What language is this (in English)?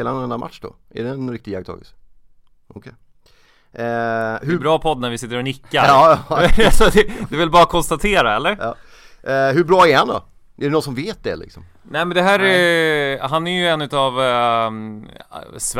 Swedish